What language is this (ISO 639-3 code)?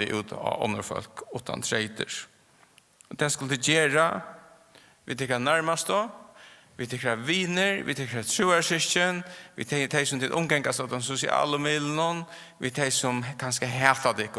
fao